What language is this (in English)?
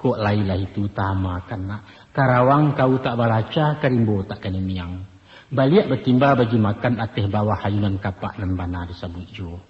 Minangkabau